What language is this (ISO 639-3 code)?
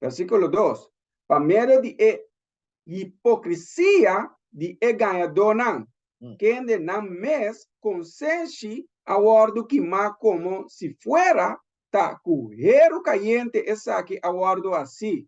pap